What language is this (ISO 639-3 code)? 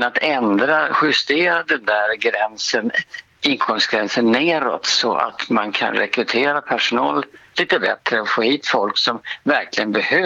swe